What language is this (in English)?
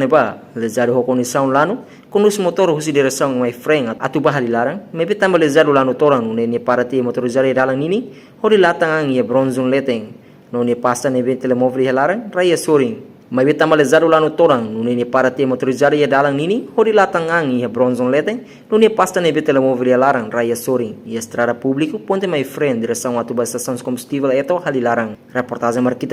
Tetum